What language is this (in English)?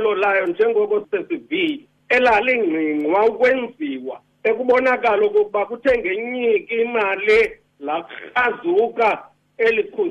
Xhosa